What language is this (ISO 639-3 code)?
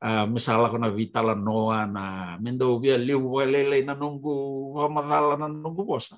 fij